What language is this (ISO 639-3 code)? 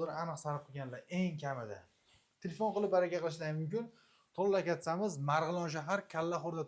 uzb